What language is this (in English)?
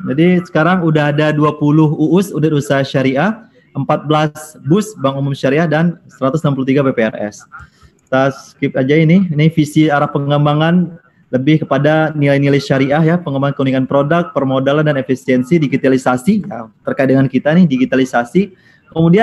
Indonesian